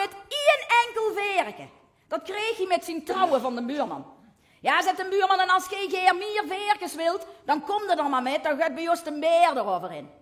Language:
Limburgish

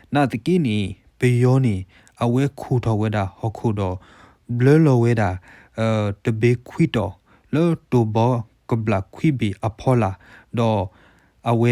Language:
S'gaw Karen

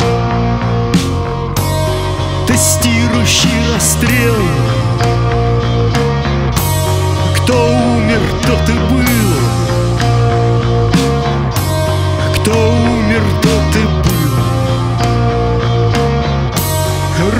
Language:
Russian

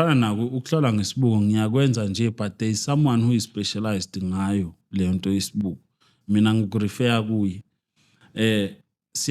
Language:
Zulu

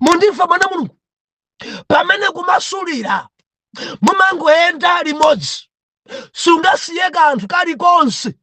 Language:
Nyanja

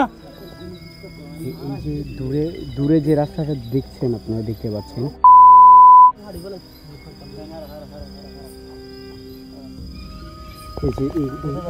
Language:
Bangla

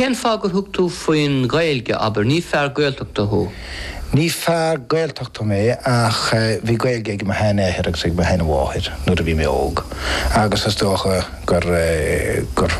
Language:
Irish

